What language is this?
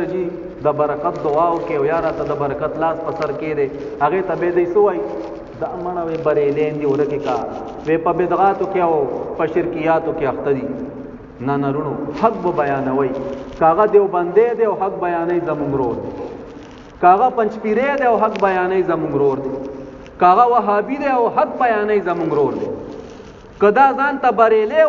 Pashto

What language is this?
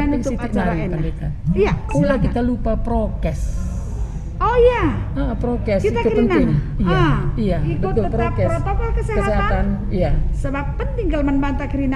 Batak Karo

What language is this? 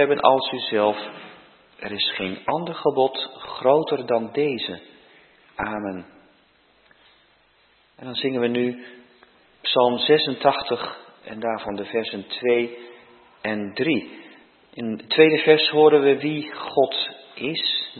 Dutch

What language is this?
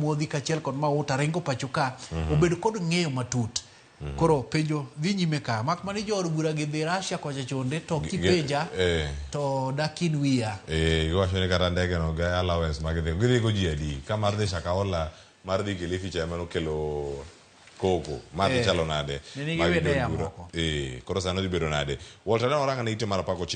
Luo (Kenya and Tanzania)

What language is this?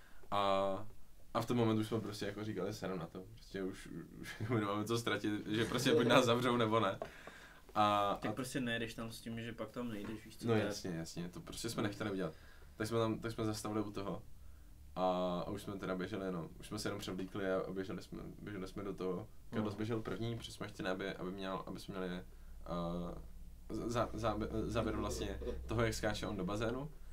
Czech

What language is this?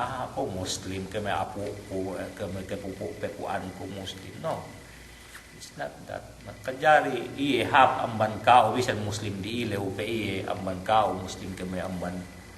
Yakan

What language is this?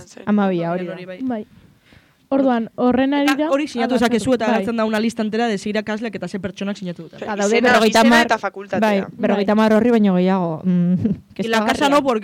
Basque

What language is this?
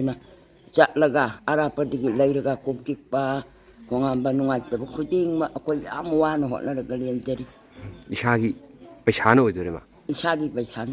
Manipuri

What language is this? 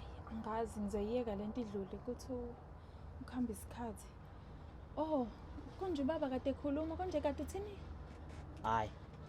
Zulu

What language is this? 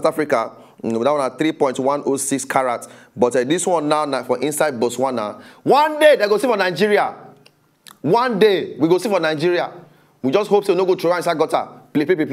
Nigerian Pidgin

